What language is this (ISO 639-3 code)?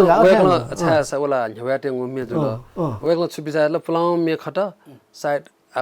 new